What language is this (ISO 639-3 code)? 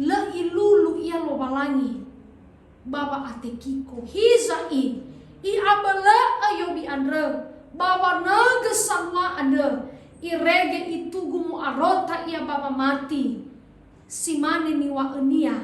nia